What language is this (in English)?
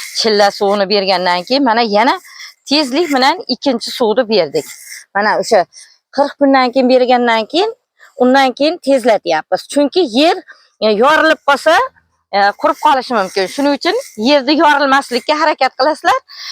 Uzbek